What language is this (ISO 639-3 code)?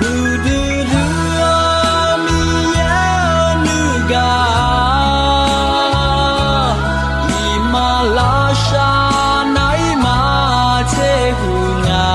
ahk